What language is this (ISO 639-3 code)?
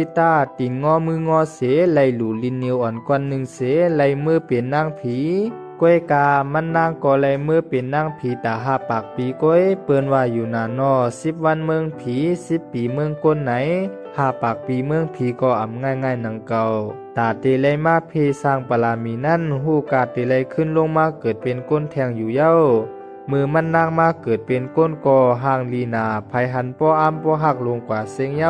shn